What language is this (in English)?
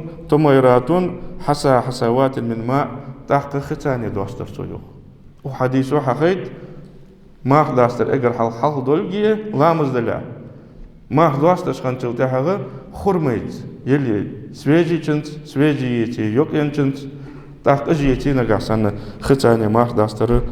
Ingush